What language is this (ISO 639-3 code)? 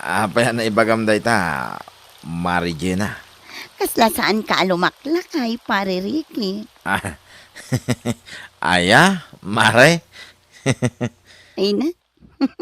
ilo